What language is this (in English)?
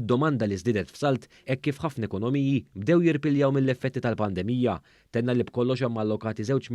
Maltese